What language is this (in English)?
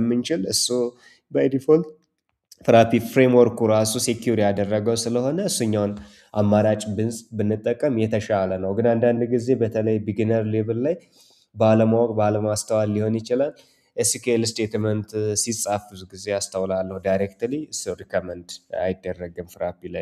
Amharic